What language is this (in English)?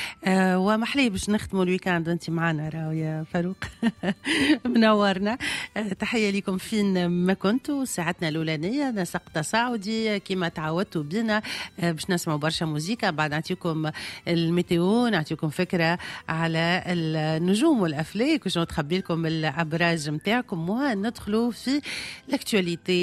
Tunisian Arabic